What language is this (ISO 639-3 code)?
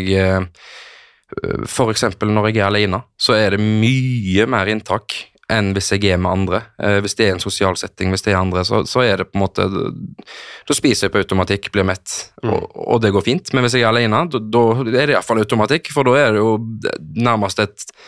nor